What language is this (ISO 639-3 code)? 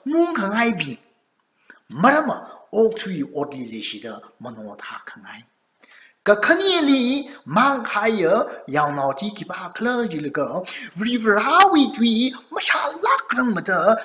nmf